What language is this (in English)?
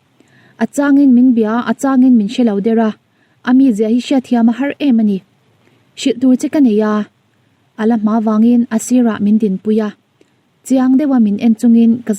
Mizo